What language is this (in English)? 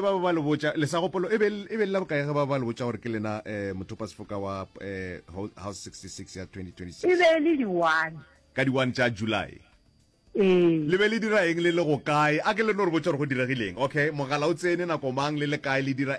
Northern Sotho